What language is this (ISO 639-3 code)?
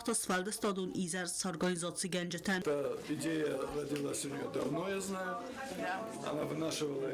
oss